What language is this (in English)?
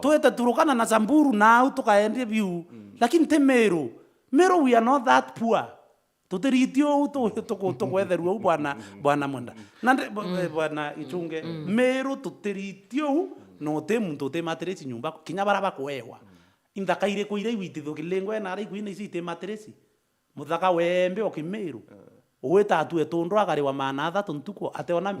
Meru